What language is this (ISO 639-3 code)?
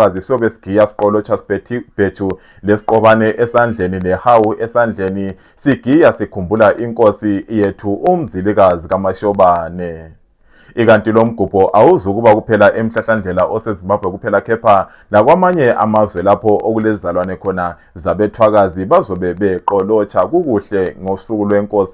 nde